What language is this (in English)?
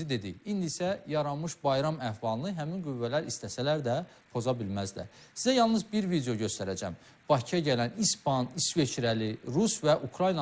Azerbaijani